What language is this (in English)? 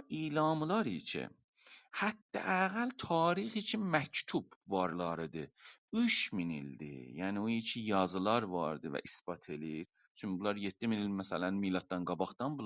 South Azerbaijani